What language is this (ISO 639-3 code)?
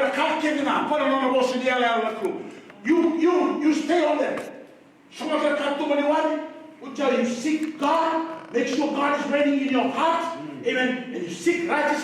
fij